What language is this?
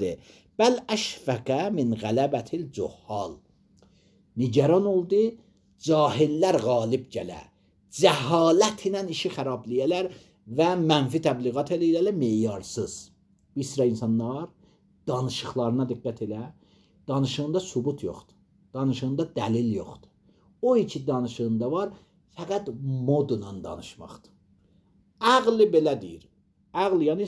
Azerbaijani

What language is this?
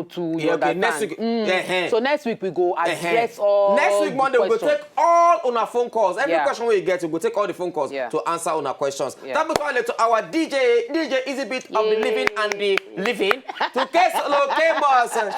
Nigerian Pidgin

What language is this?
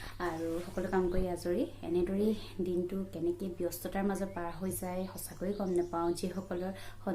Assamese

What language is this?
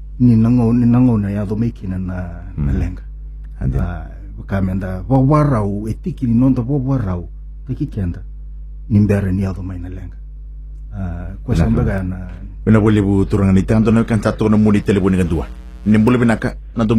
Fijian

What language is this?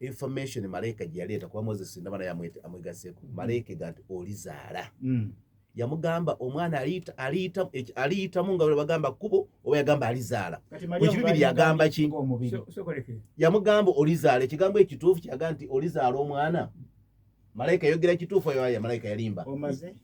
Ganda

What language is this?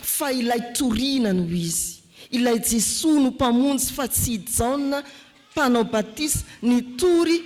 Malagasy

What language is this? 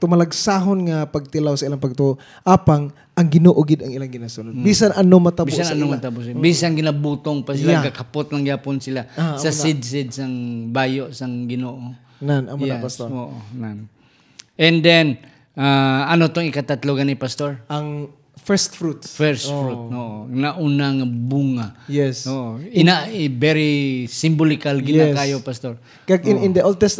Hiligaynon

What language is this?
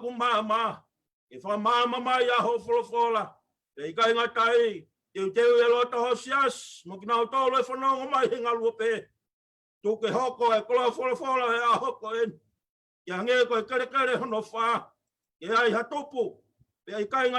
Tongan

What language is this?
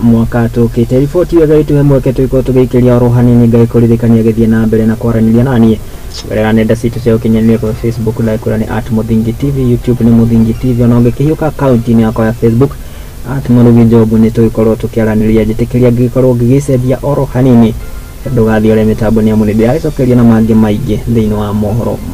Kikuyu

